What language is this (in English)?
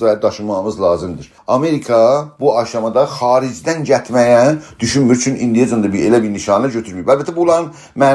South Azerbaijani